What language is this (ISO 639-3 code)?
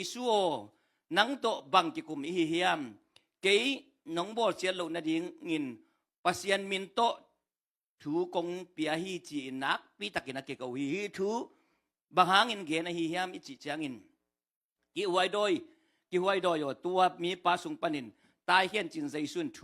ctd